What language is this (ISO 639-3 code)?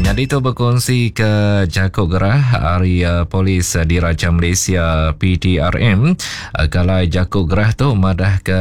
iba